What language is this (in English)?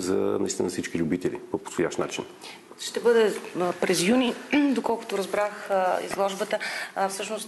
Bulgarian